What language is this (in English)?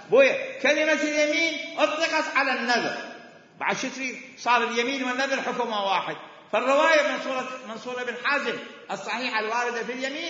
Mesopotamian Arabic